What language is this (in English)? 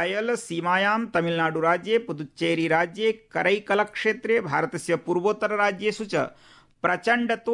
Sanskrit